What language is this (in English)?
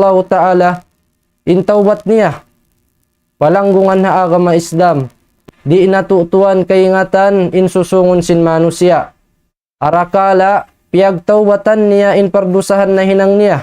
Tausug